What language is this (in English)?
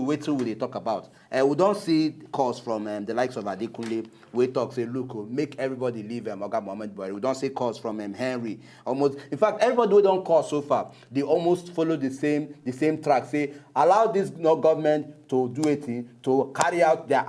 Nigerian Pidgin